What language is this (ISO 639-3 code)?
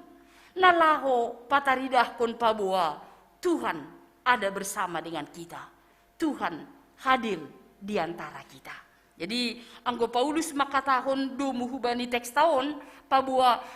bts